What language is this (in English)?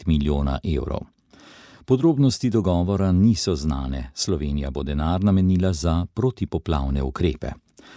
Slovenian